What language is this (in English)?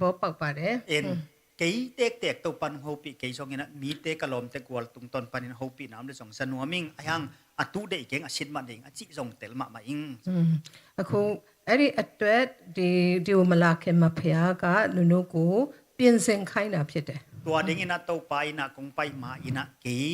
Tedim Chin